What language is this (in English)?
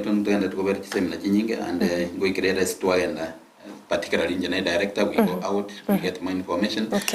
Gusii